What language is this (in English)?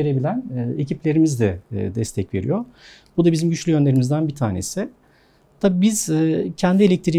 Turkish